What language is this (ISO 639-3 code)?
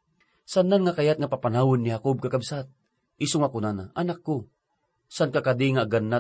ilo